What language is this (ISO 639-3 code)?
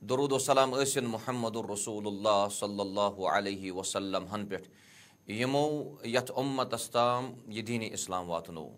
kas